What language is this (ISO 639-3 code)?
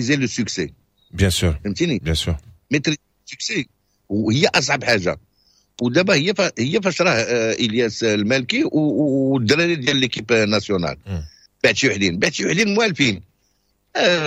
ary